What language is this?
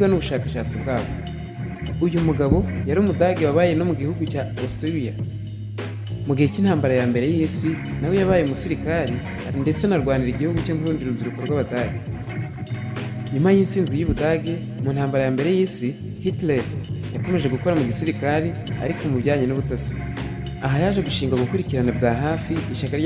Kinyarwanda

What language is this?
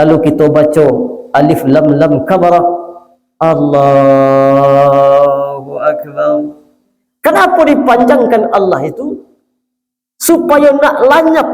Minangkabau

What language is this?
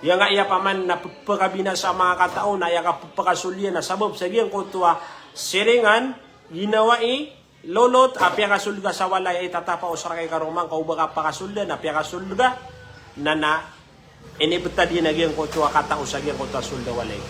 Maranao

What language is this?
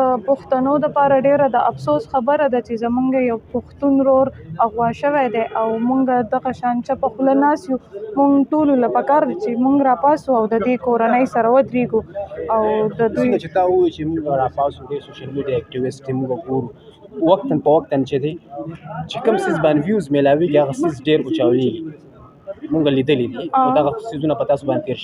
Pashto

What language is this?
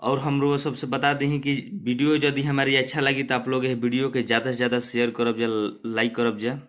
Bhojpuri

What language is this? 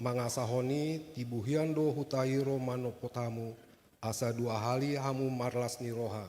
Batak Toba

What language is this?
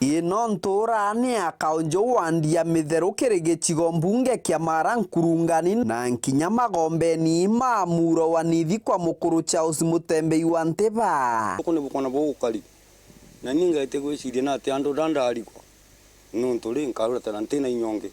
Meru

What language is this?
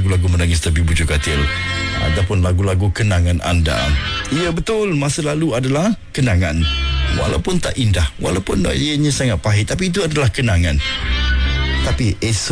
Malay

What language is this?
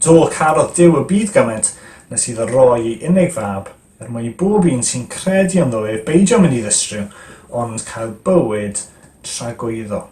Welsh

